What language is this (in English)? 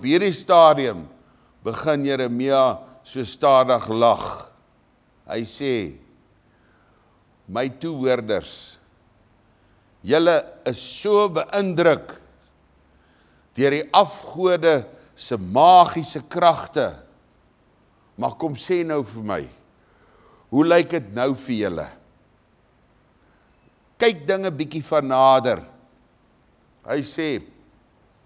Afrikaans